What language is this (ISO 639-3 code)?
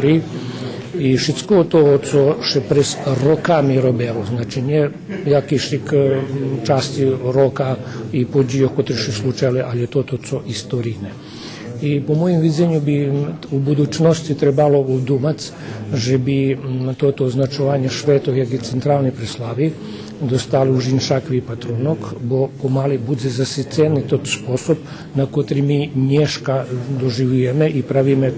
rue